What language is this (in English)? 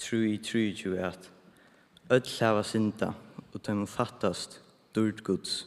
Faroese